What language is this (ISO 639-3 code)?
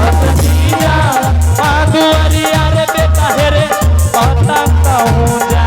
anp